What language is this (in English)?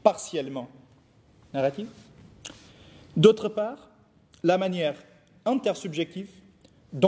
French